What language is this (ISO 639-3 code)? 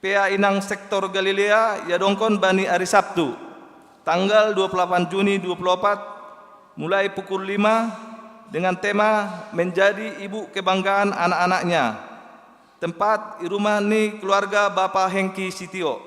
bts